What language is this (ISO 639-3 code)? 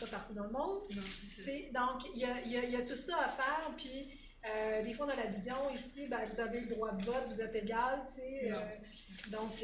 fra